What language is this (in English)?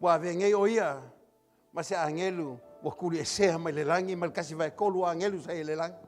Samoan